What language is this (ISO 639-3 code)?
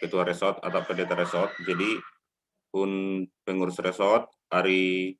bts